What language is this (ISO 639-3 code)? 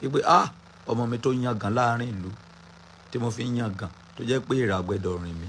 yor